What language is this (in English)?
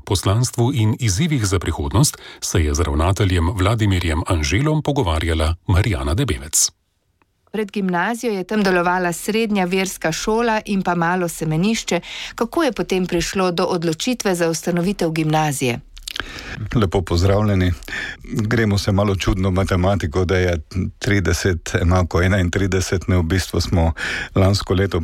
Slovenian